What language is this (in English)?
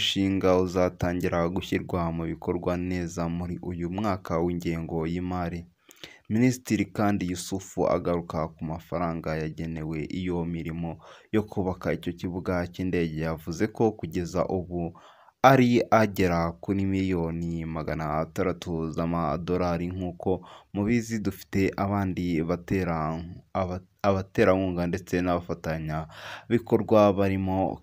Kinyarwanda